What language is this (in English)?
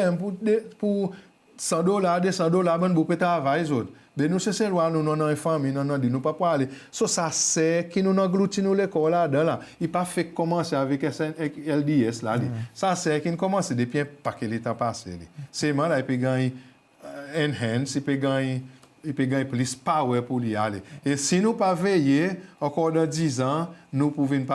Seselwa Creole French